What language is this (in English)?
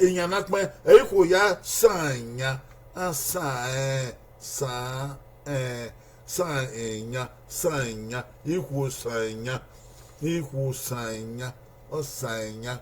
Bini